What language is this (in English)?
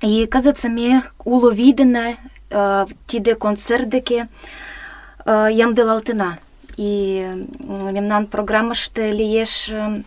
Mari